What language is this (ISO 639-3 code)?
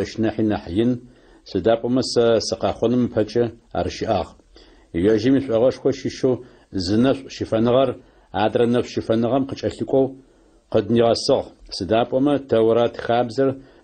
ady